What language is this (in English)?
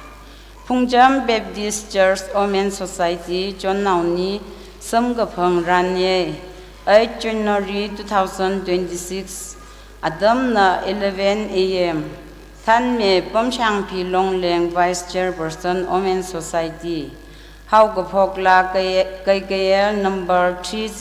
Tangkhul Naga (India)